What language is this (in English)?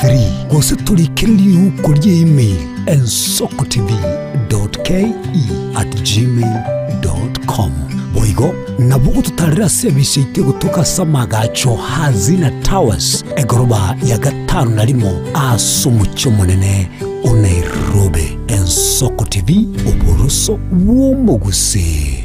Gusii